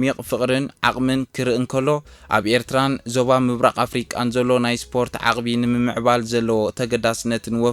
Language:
Tigrinya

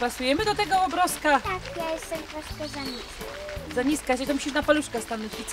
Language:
Silesian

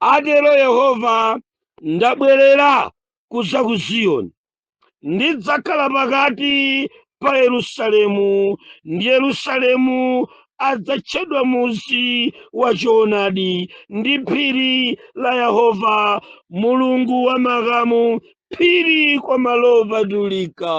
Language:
Nyanja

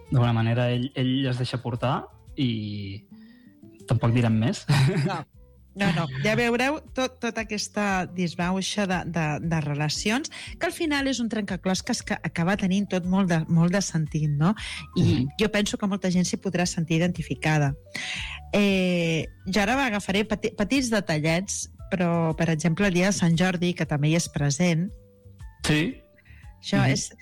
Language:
Catalan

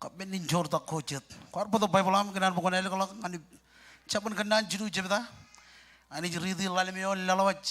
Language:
Marshallese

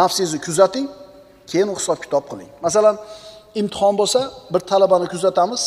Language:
Uzbek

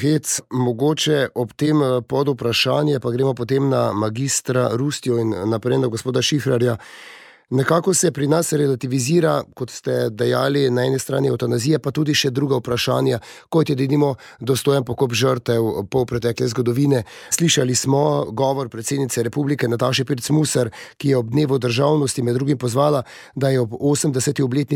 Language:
Slovenian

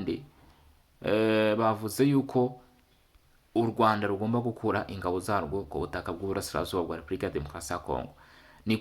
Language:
Kinyarwanda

